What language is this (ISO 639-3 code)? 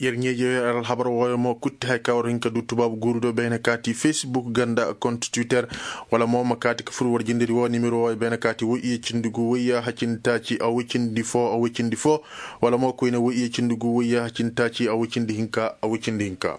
ses